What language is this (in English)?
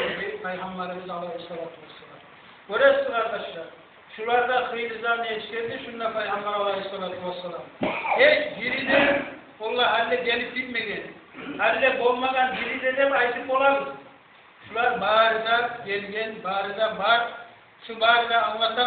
Kumyk